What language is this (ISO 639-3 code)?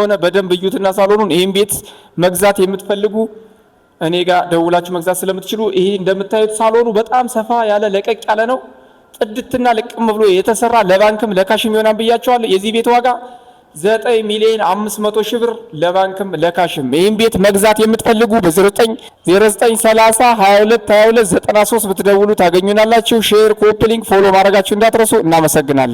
amh